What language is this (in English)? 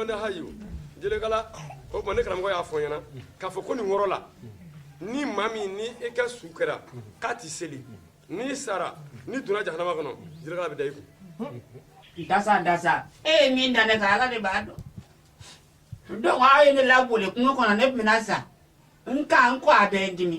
Bambara